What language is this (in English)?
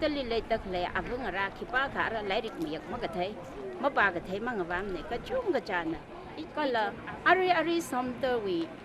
Tangkhul Naga (India)